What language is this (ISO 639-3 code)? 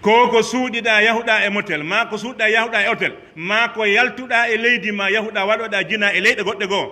fuf